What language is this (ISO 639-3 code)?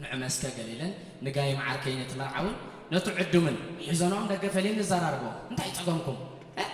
tir